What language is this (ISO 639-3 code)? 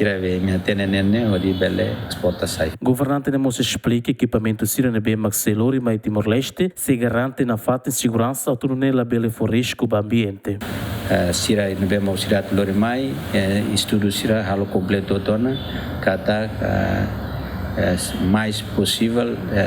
tet